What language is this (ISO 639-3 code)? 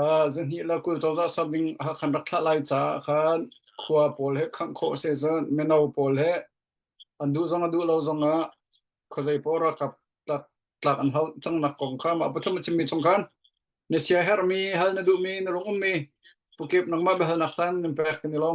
cnh